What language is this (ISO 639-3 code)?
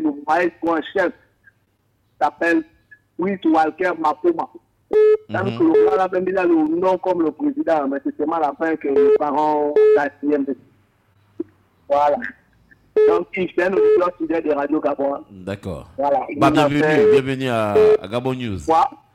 fra